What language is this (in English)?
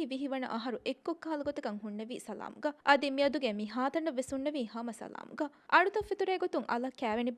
Divehi